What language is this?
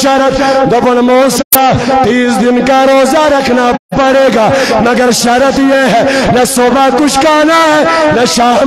Kashmiri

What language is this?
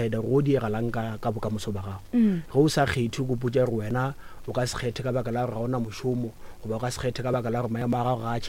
Northern Sotho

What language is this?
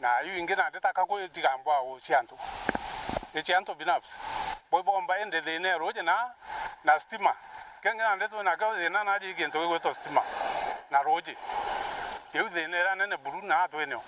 Meru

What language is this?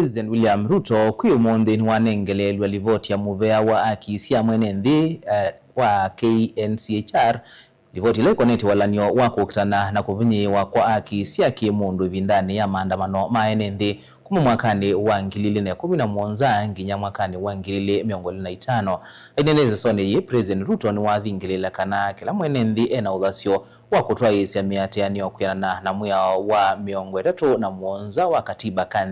Kamba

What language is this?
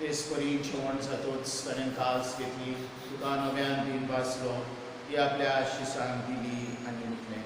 Konkani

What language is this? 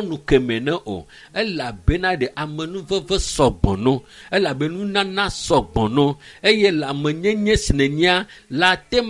Ewe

